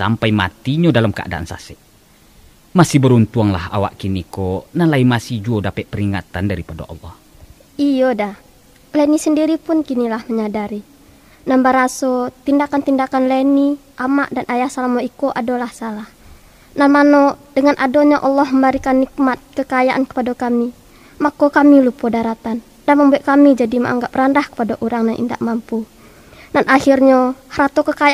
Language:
Minangkabau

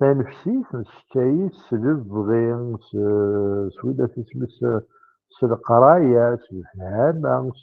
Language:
Kabyle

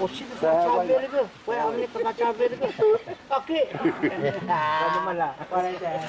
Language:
Dehu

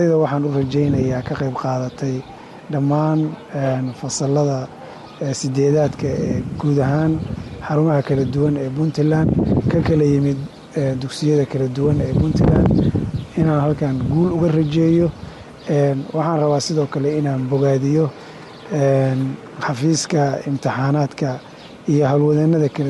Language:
Somali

